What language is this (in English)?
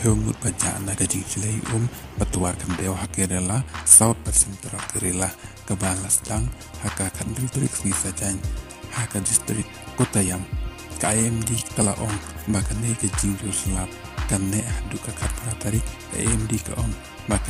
Khasi